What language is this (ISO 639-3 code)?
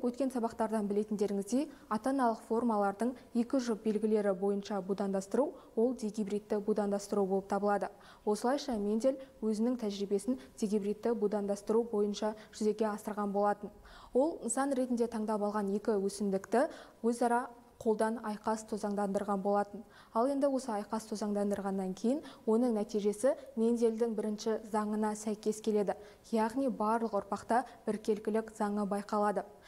kaz